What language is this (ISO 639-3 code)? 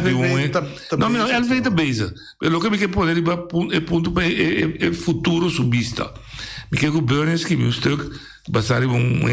pap